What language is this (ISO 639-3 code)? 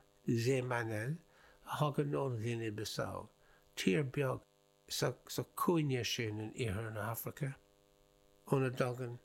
gle